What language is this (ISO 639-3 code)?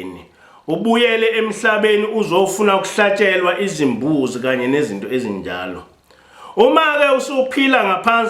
zul